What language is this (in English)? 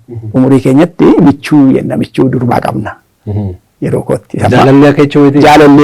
Oromo